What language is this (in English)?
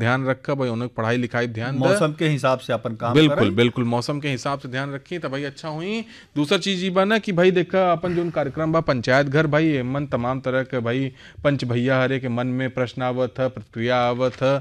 Bhojpuri